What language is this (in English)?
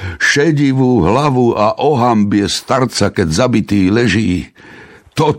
Slovak